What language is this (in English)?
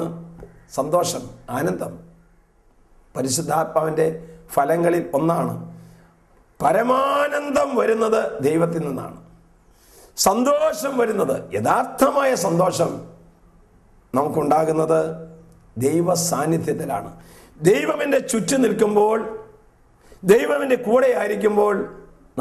Malayalam